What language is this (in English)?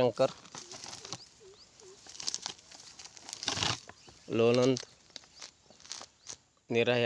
Marathi